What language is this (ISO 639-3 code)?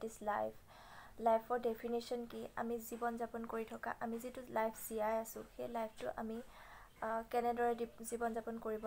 asm